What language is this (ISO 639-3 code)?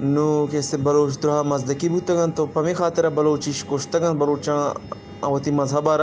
bgp